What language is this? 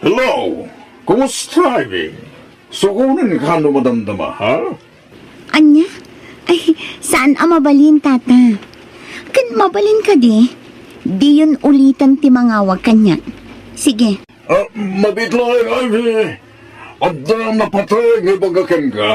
Iloko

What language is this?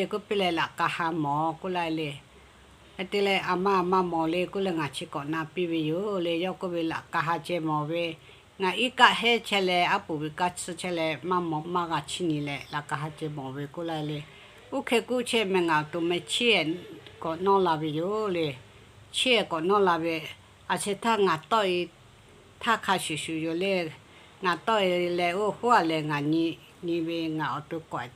Lahu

